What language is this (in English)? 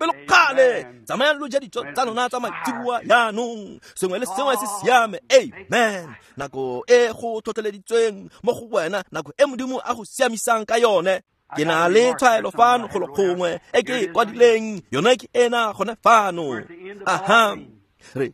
Tswana